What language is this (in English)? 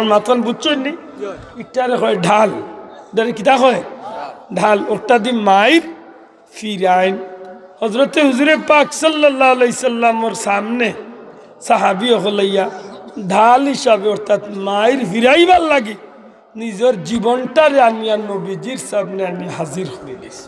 Sylheti